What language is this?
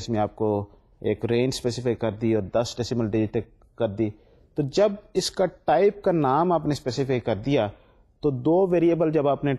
Urdu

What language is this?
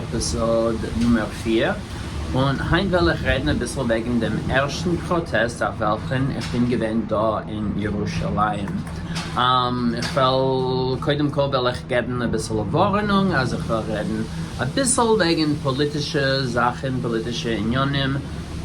Yiddish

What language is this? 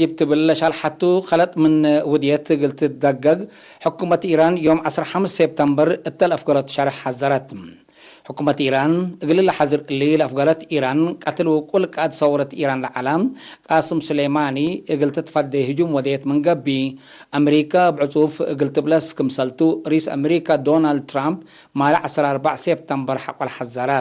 Tigre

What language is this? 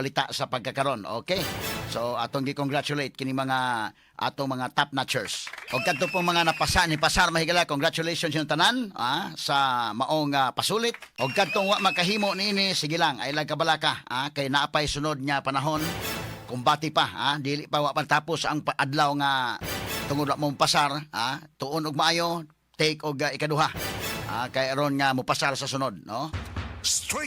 Cebuano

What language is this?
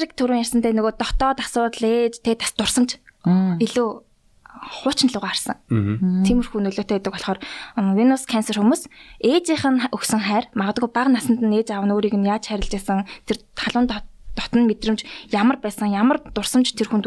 Mongolian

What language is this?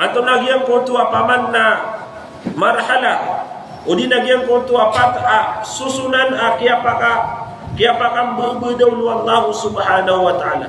Maranao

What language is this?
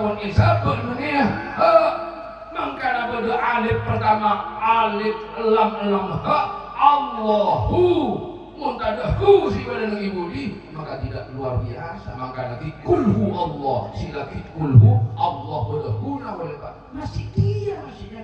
Madurese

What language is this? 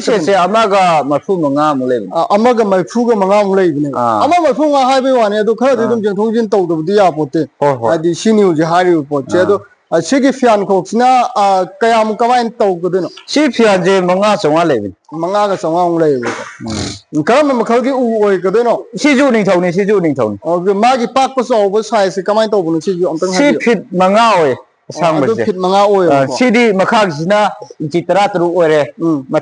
Manipuri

